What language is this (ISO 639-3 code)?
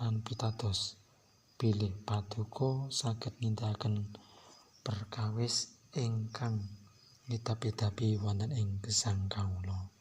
jav